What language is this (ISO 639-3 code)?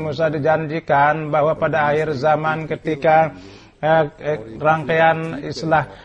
ind